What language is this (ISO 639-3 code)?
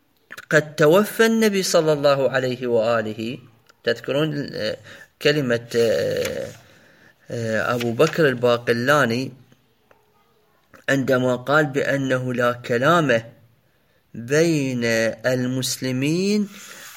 ara